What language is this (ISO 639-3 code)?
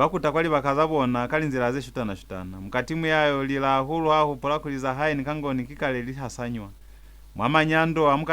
loz